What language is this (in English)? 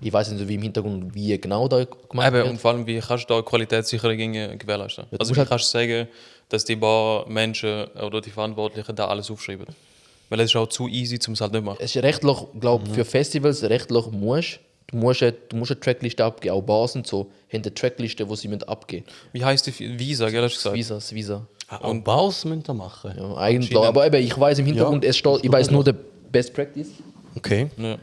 Swiss German